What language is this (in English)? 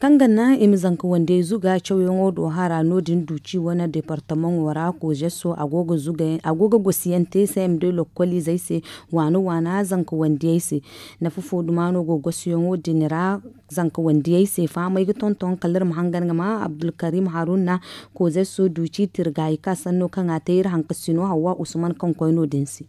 Zarma